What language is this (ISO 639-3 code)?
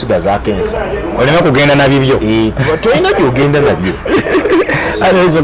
lug